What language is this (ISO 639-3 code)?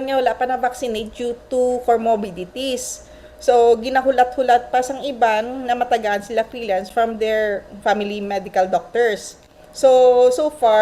hil